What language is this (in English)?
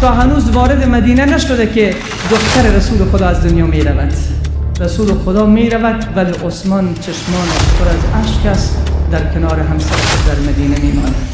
Tajik